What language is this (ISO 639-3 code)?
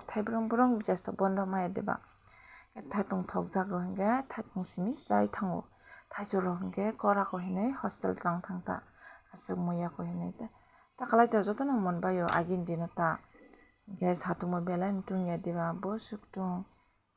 trp